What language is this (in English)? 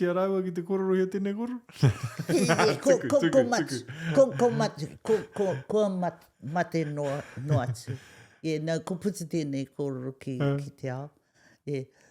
Māori